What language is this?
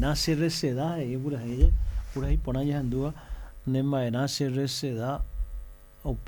Guarani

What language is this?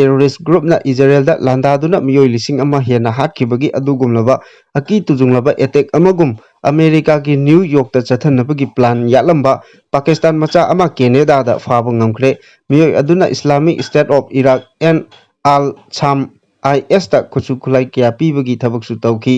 Manipuri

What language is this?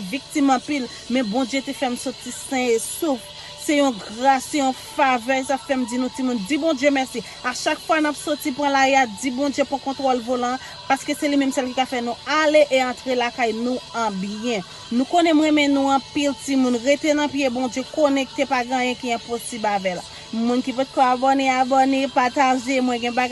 Haitian Creole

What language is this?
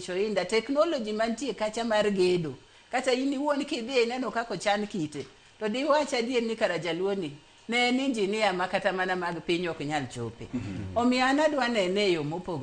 Luo (Kenya and Tanzania)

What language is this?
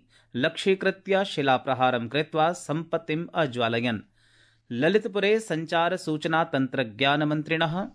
Sanskrit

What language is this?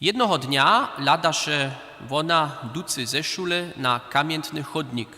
Upper Sorbian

